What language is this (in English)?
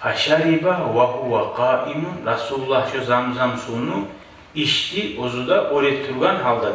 Kumyk